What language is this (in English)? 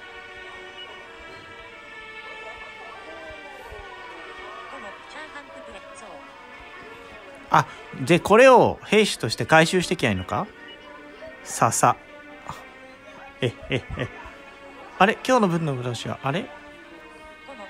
Japanese